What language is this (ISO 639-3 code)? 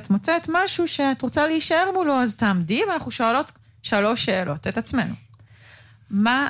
heb